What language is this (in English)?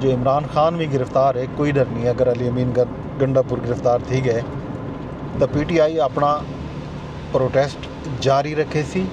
Saraiki